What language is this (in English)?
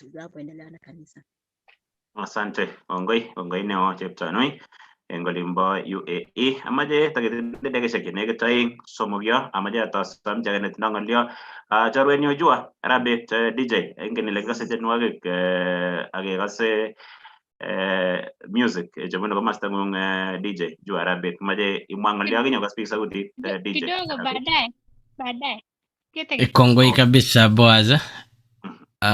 Kalenjin